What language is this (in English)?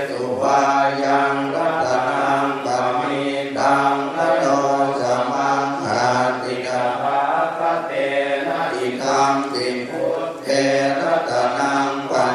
Pali